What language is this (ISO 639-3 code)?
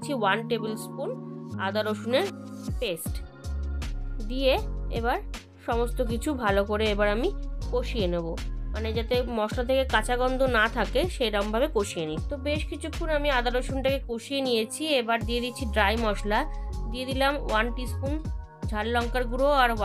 ben